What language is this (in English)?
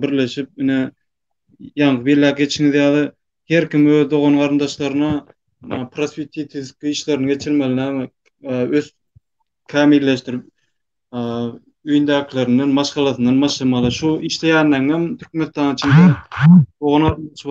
Turkmen